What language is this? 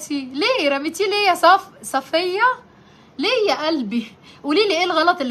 Egyptian Arabic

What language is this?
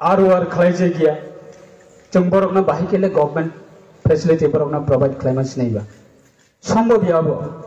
Riang (India)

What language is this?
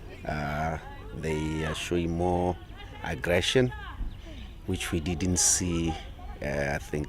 Tswana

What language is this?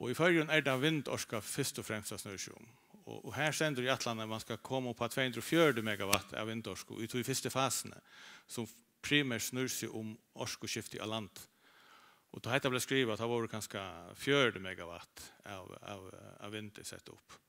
Faroese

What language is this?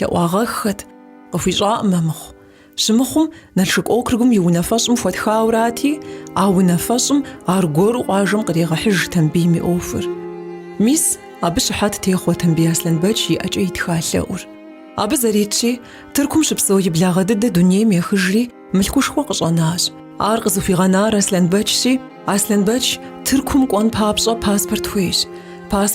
Kabardian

